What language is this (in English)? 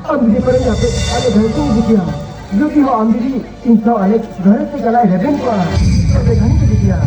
Santali